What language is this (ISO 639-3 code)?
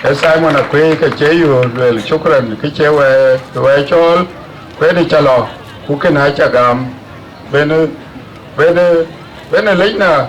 din